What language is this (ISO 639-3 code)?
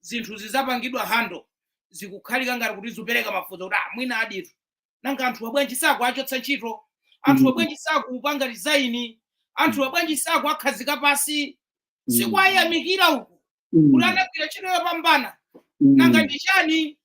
nya